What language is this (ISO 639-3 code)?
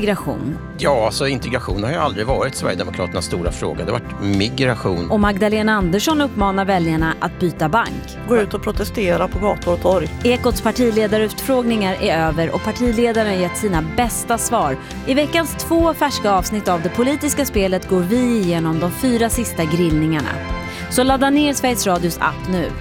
swe